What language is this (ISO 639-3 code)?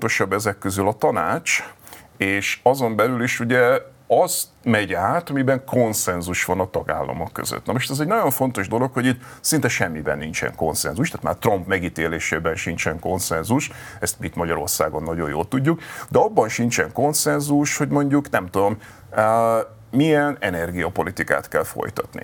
hun